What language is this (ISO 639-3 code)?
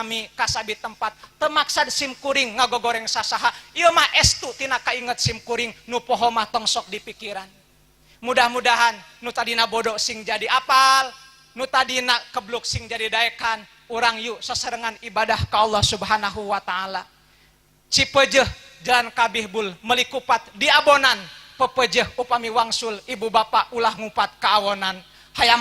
sun